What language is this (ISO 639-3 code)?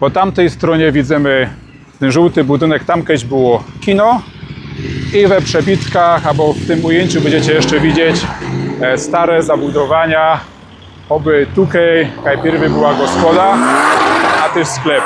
szl